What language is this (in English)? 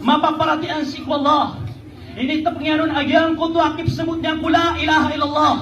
Maranao